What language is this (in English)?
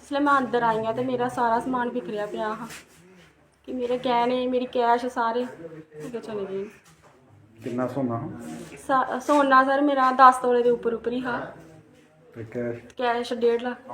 Dogri